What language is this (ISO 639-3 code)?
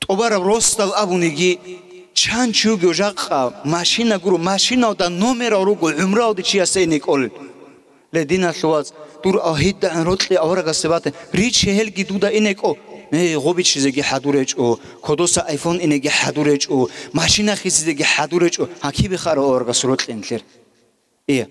ava